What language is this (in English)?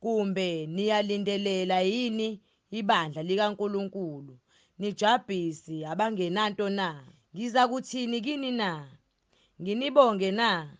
Zulu